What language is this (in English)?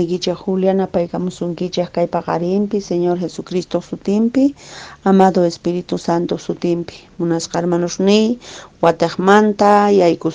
Quechua